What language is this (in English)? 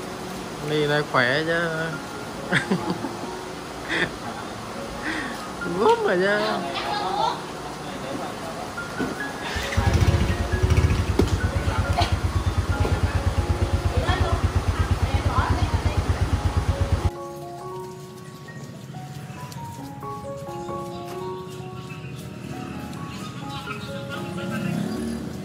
Vietnamese